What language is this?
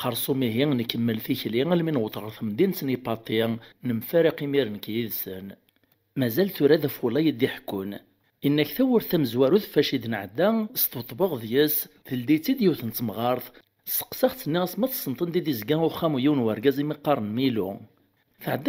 Kabyle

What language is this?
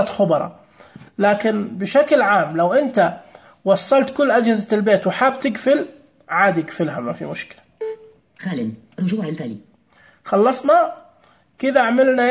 Najdi Arabic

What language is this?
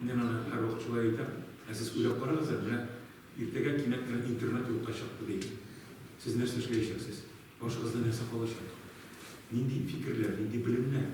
Tatar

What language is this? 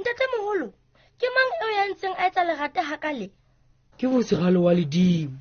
Southern Sotho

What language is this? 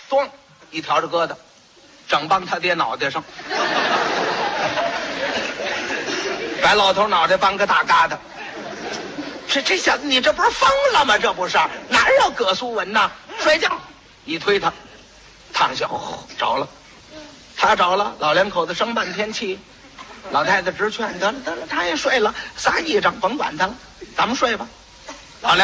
Chinese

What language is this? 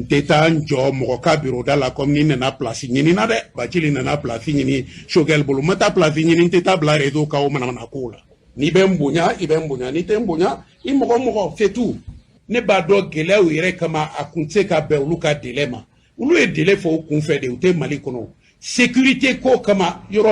Bambara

